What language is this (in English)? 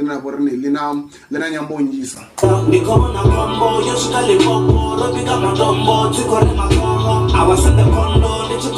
Venda